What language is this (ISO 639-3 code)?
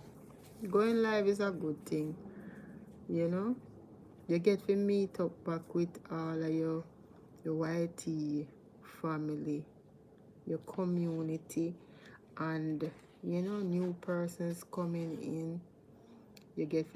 jam